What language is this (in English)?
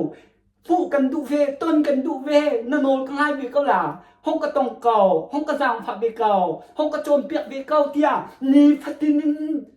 Hakha Chin